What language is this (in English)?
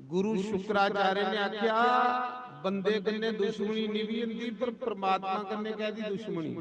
Dogri